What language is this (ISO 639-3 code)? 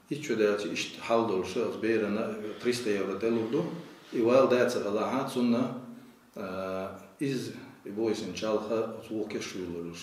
che